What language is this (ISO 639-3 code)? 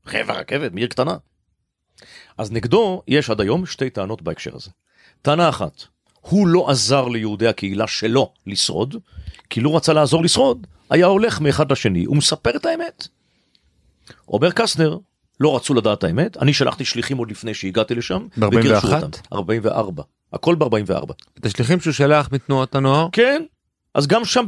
heb